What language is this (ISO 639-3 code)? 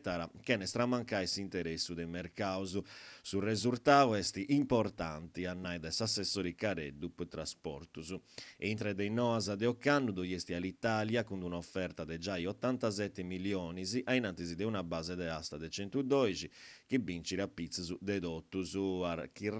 srd